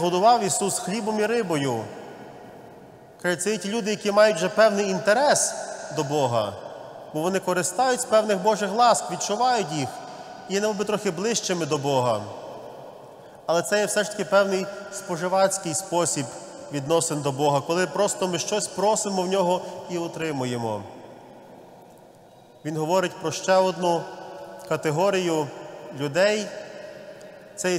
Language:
Ukrainian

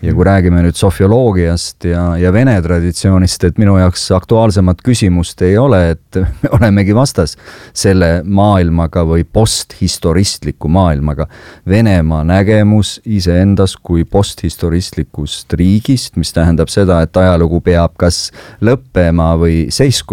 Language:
Estonian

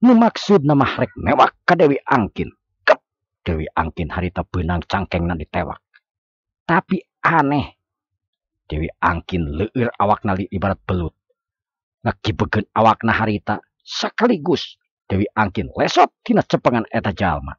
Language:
Sundanese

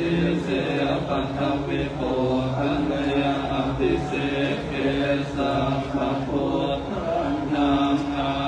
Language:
Pali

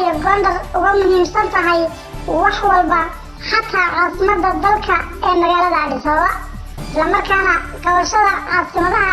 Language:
Somali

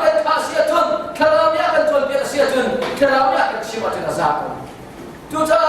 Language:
Hakha Chin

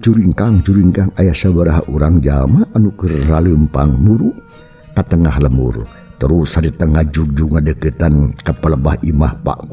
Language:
Sundanese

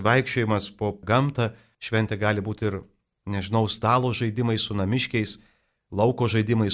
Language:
Lithuanian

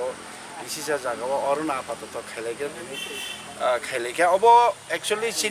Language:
Kok Borok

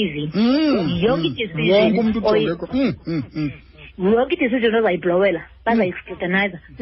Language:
Xhosa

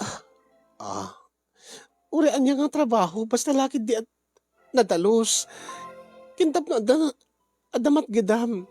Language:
Iloko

